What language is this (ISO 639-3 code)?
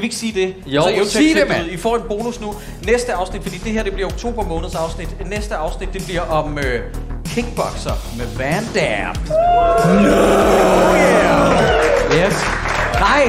dan